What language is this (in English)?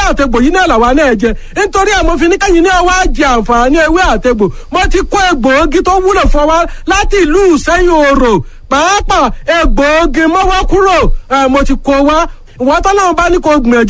Yoruba